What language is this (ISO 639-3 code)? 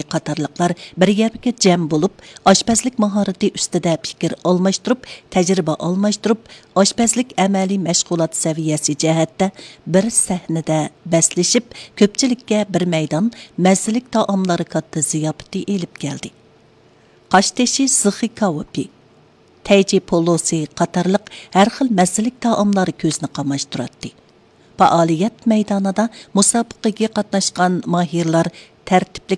uig